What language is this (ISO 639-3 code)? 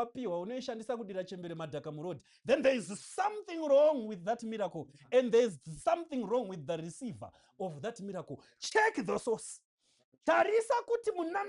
sna